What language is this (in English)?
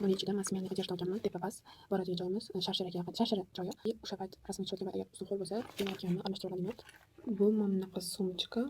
Uzbek